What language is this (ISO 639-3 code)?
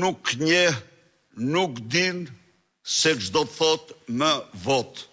sqi